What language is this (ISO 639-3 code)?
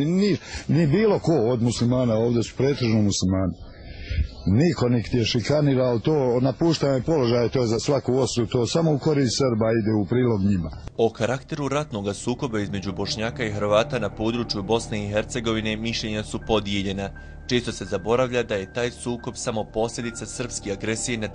bos